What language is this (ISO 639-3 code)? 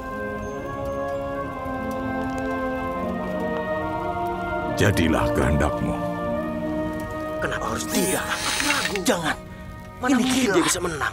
ind